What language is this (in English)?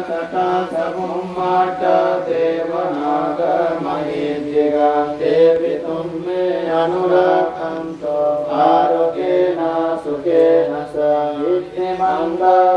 Pali